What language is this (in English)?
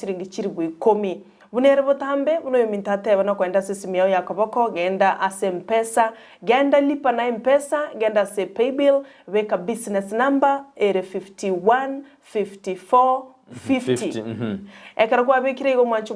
Gusii